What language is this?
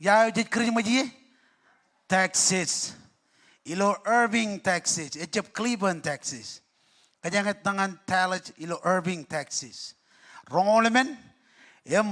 Marshallese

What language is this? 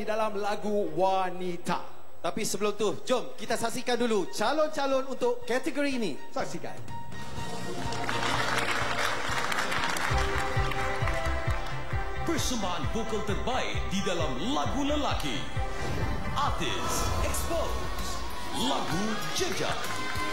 Malay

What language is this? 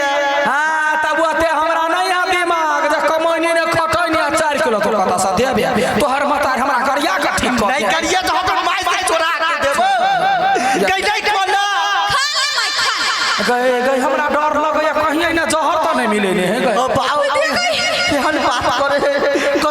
Maithili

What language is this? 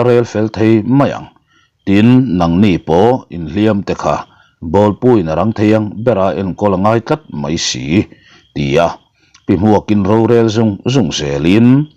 Mizo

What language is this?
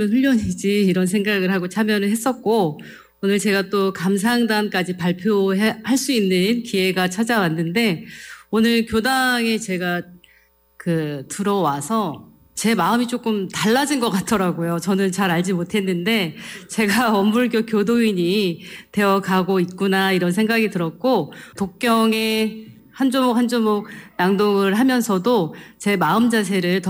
Korean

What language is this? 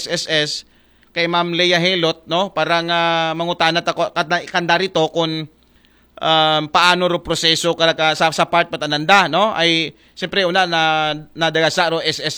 Aklanon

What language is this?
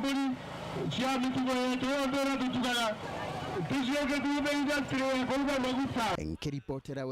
Meru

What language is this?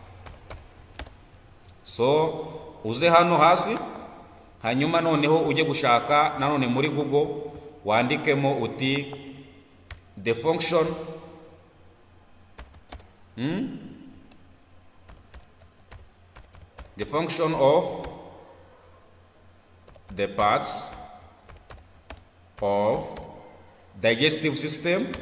Kinyarwanda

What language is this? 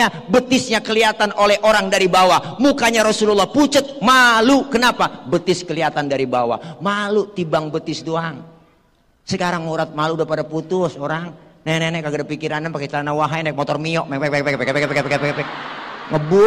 Betawi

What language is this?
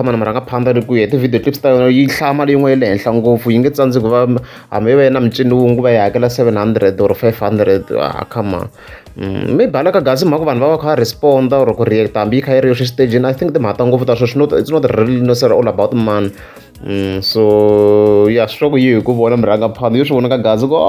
Tsonga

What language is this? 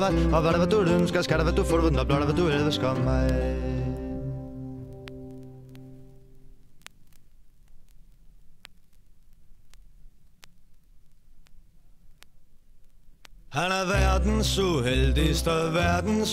Danish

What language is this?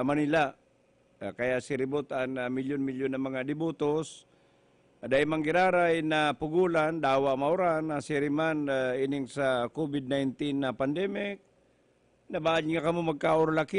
Bikol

